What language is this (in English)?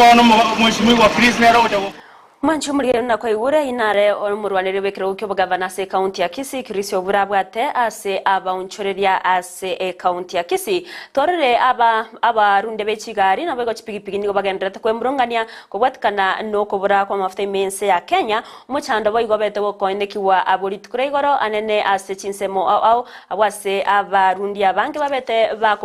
Gusii